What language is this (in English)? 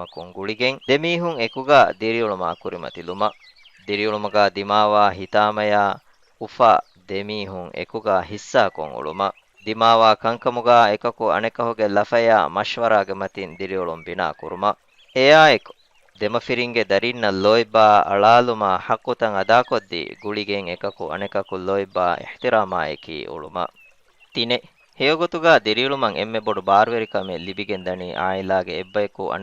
Divehi